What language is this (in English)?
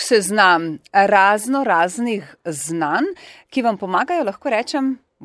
Slovenian